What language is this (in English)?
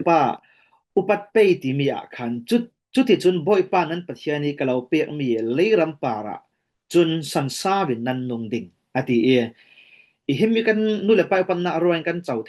Falam Chin